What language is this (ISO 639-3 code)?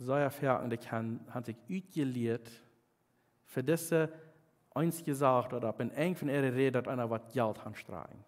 pdt